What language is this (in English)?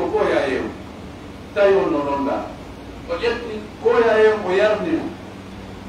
Pular